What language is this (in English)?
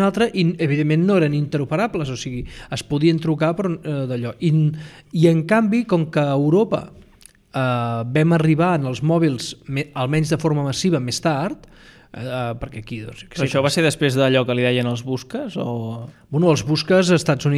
Catalan